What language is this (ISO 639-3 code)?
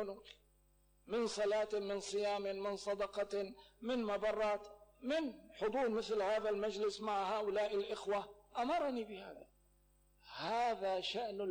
ara